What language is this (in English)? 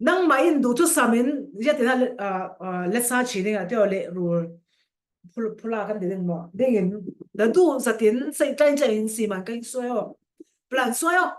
Falam Chin